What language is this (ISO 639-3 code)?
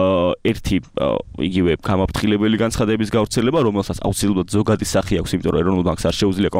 kat